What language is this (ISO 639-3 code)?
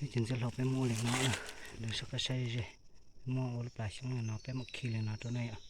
hmn